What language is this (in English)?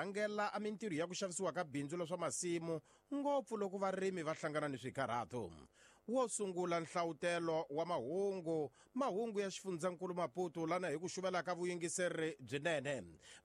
Tsonga